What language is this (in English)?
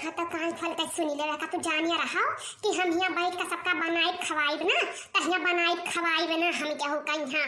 Awadhi